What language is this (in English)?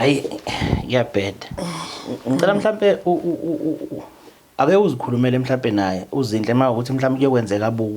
Zulu